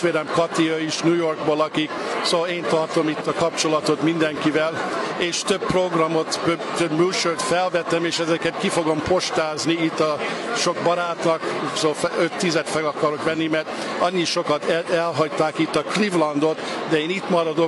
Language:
Hungarian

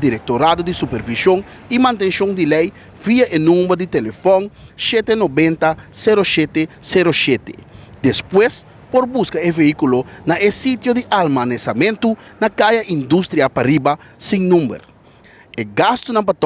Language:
Papiamento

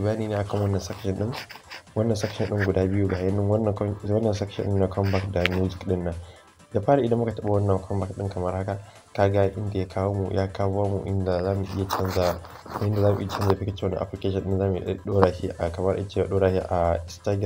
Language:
Hausa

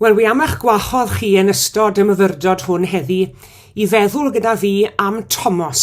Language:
Welsh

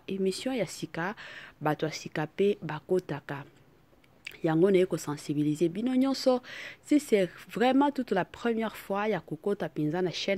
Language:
Lingala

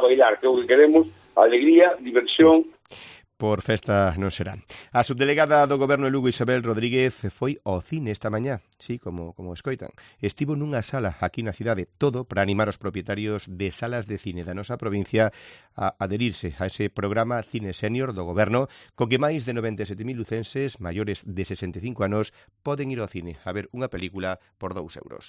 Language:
Galician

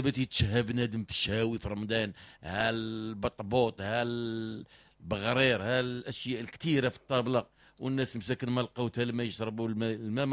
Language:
Moroccan Arabic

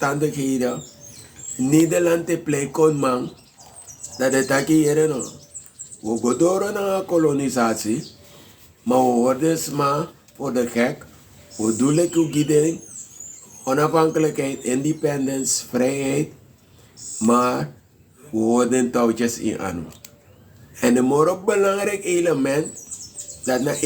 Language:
Sranan Tongo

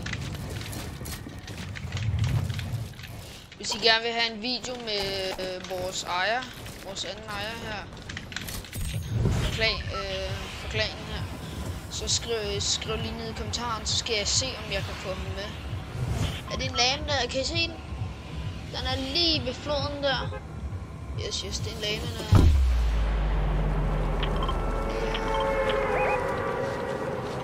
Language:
Danish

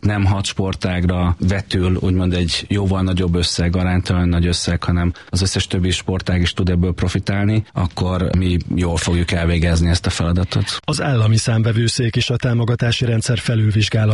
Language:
Hungarian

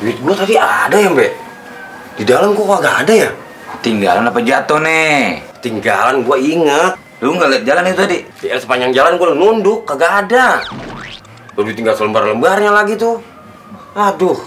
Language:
Betawi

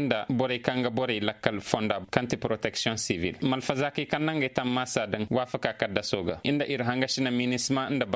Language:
Koyraboro Senni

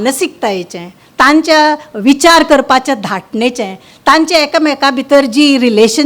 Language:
Konkani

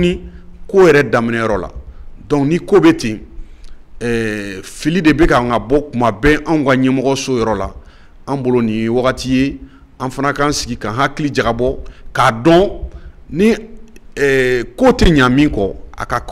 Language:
Bambara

